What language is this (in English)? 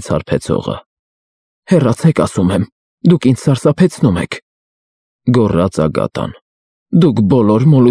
Armenian